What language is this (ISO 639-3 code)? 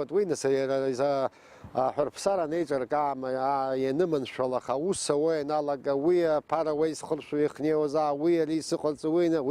abk